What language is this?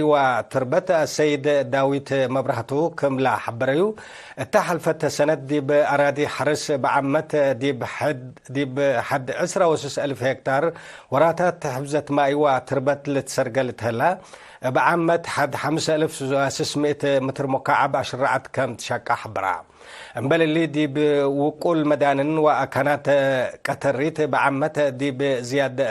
Tigre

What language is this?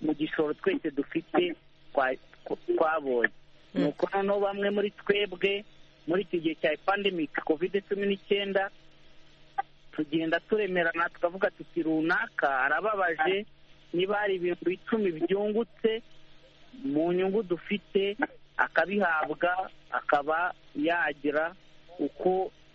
Kinyarwanda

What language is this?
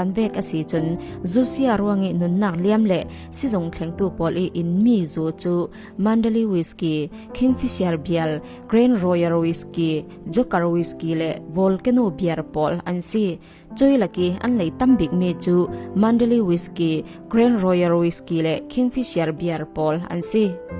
Falam Chin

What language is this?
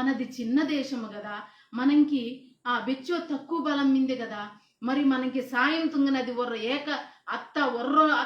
Koya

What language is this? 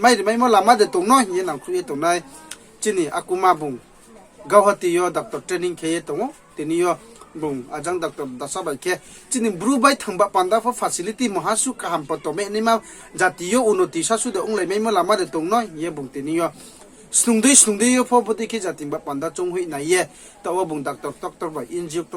Riang (India)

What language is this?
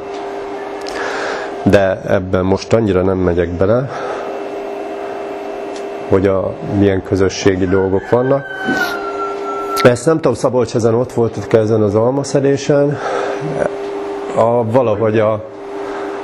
Hungarian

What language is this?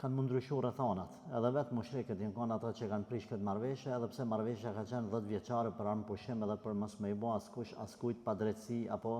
Albanian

